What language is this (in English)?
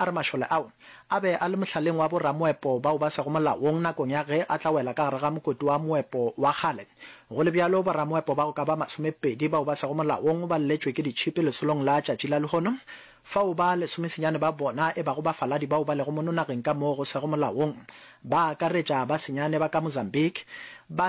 Northern Sotho